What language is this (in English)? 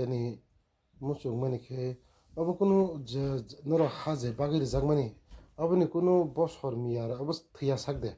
Kok Borok